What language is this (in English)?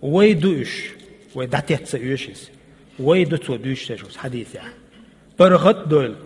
Chechen